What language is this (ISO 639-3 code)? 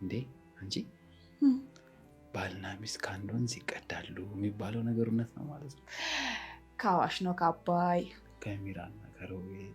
amh